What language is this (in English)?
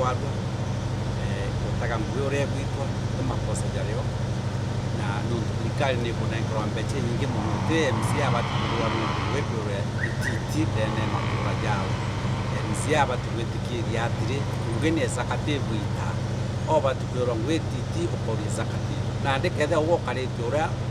Meru